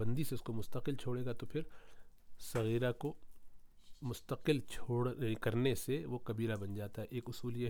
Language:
Urdu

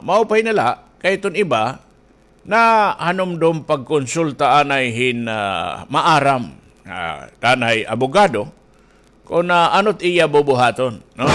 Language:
Waray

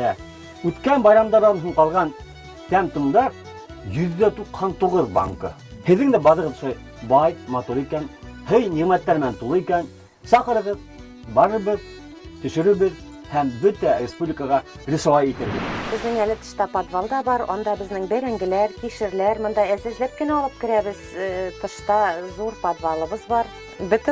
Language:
Bashkir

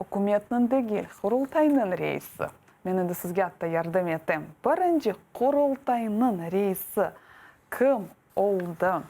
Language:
Crimean Tatar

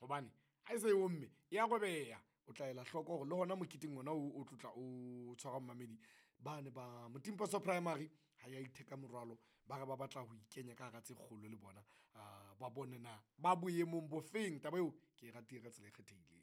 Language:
Southern Sotho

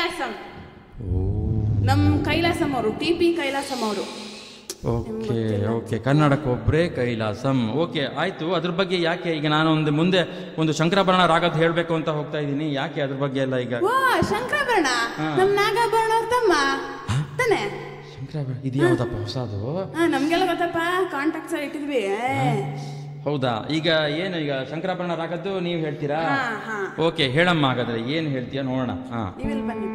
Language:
Kannada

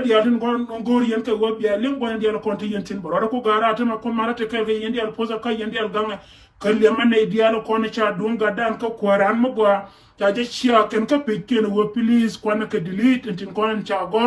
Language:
Nuer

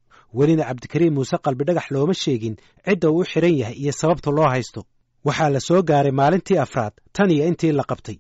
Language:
Somali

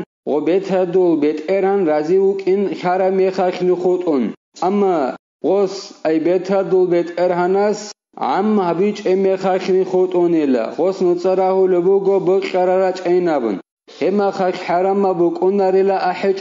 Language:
Avaric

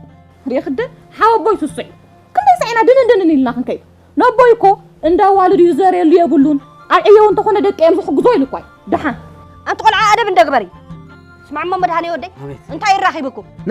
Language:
Tigrinya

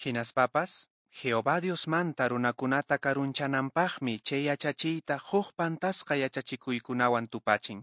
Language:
Quechua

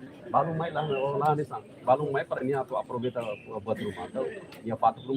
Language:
Tetum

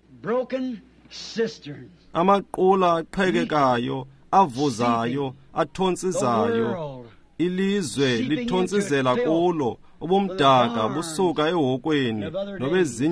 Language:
Xhosa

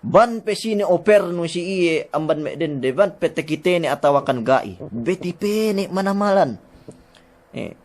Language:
Yakan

